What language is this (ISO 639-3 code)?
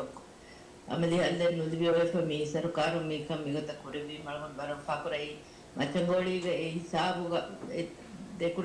div